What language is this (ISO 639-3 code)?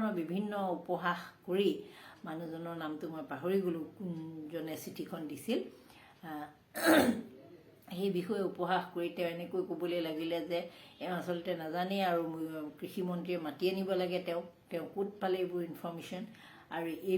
asm